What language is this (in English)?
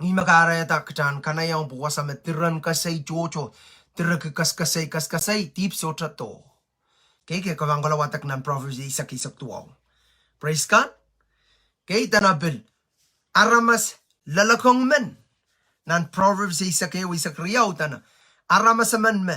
Pohnpeian